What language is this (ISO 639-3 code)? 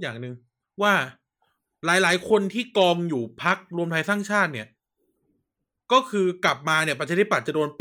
tha